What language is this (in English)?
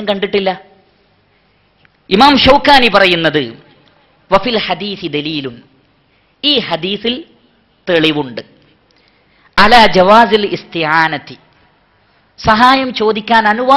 Malayalam